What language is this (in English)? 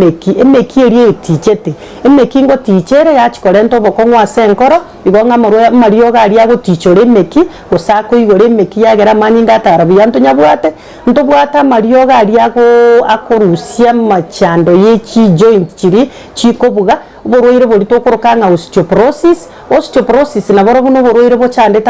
Gusii